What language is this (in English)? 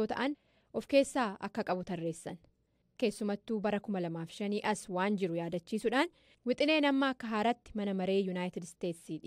Oromo